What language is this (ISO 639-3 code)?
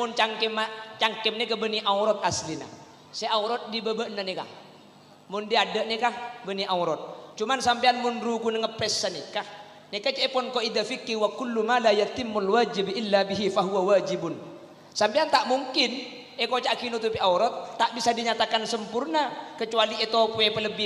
mad